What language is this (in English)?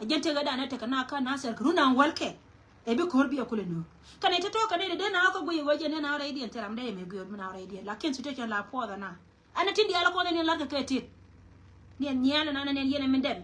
Nuer